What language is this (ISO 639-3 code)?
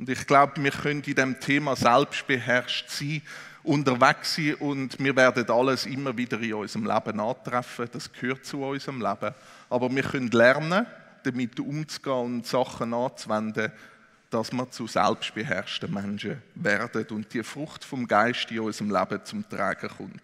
gsw